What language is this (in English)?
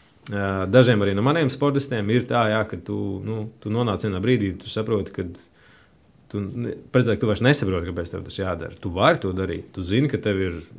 Latvian